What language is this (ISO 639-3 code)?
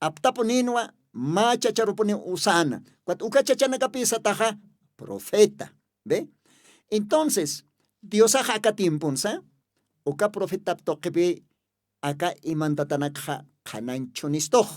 aym